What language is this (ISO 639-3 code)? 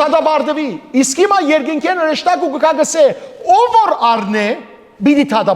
hyw